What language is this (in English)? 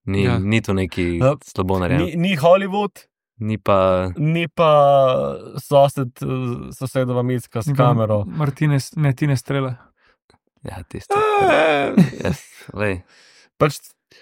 Slovenian